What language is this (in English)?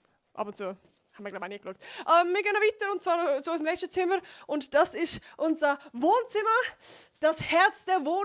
Swiss German